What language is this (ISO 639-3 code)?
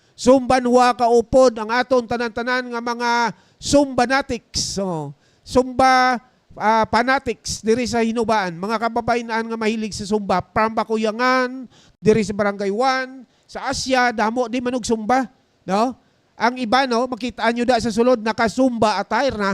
hil